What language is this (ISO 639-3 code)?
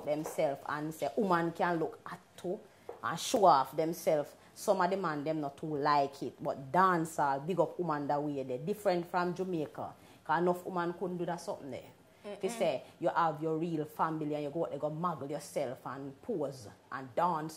jam